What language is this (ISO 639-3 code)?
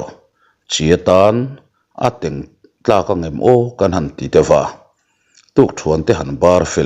lus